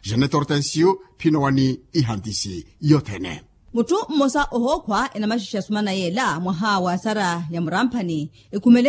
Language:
Makhuwa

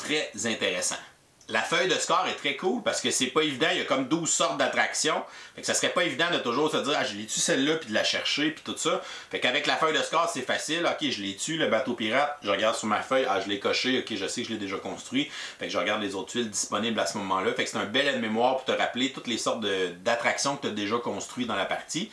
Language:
French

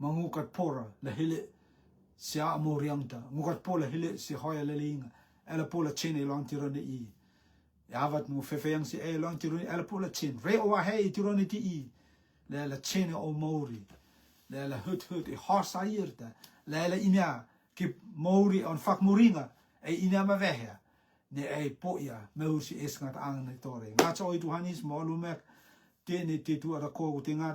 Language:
Rotuman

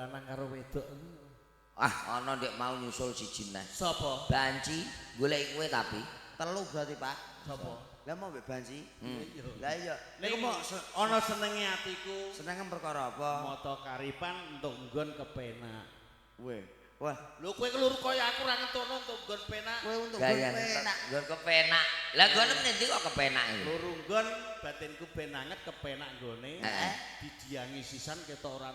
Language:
Javanese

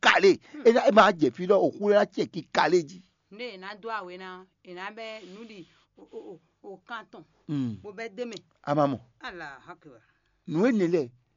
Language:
Fon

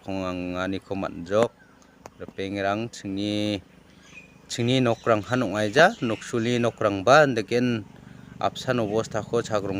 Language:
Garo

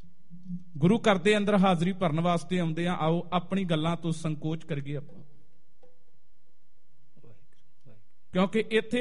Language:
Punjabi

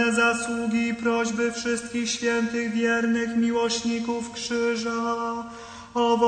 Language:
Polish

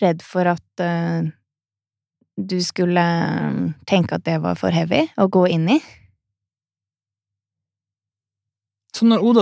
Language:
Norwegian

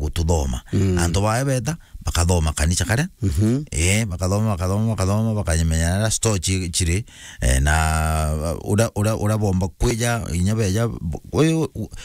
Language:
Meru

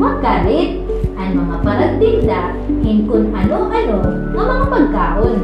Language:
Waray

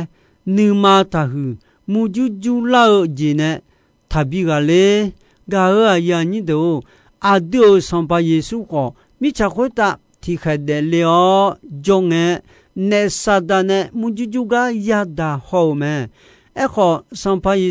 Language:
Akha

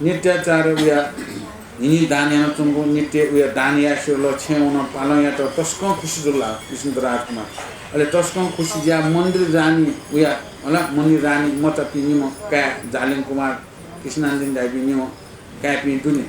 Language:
Newari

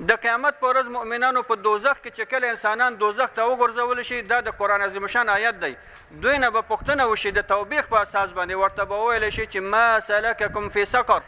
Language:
Pashto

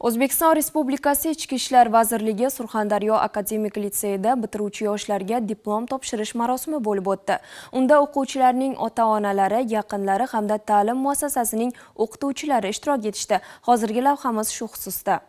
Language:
Uzbek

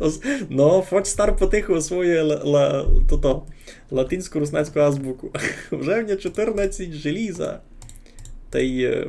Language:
Rusyn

